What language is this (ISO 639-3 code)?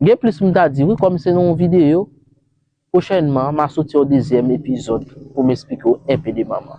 hat